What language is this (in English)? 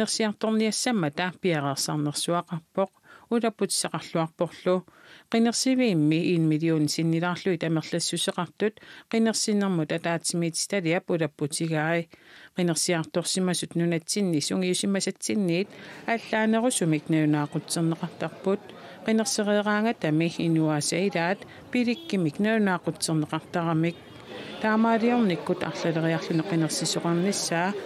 Kalaallisut